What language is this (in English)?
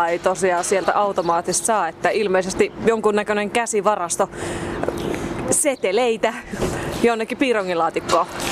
Finnish